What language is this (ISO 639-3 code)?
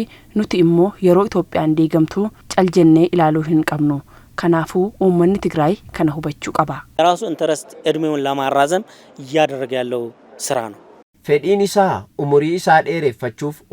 orm